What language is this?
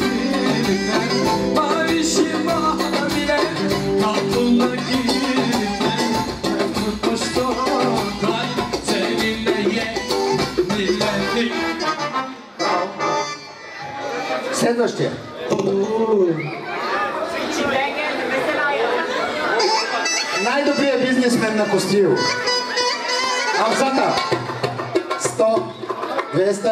Bulgarian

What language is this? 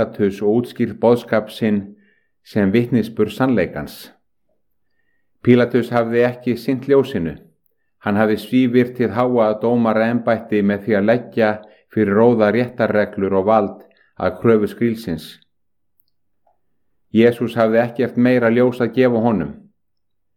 Icelandic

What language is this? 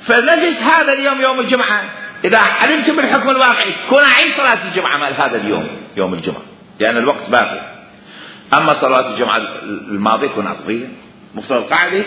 Mesopotamian Arabic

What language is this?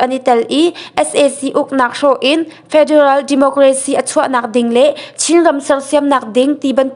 Hakha Chin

